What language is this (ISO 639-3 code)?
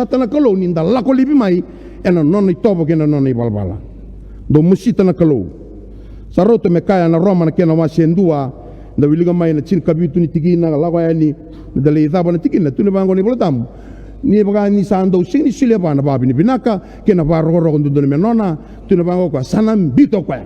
fij